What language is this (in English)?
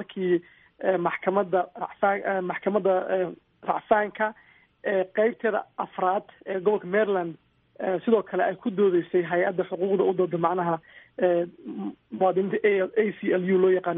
Somali